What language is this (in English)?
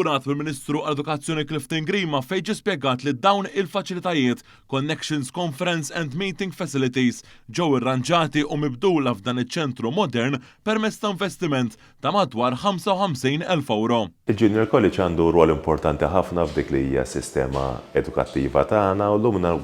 Maltese